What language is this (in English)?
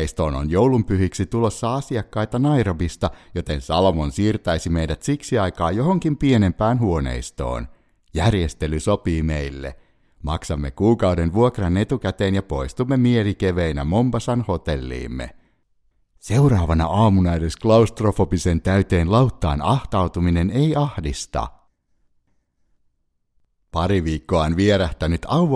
Finnish